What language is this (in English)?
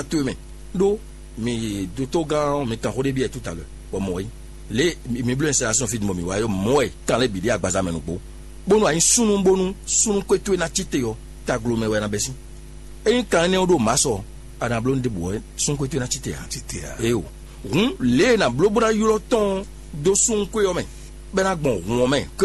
Fon